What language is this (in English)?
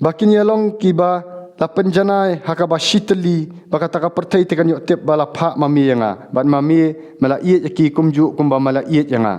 Khasi